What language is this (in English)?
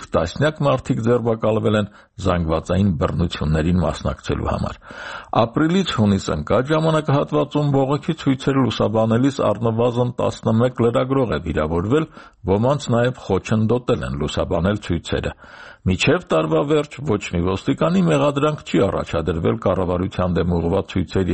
Armenian